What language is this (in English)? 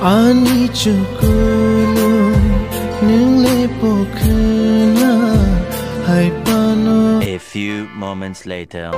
Kok Borok